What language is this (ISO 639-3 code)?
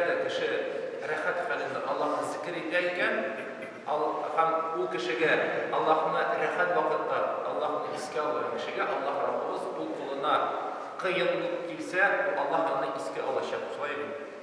tat